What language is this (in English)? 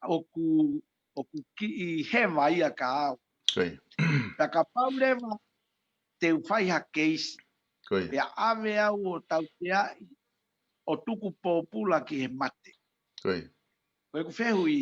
Tongan